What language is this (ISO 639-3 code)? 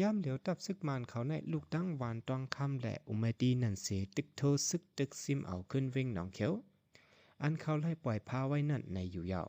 shn